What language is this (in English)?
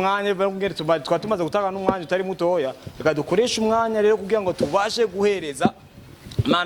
Rundi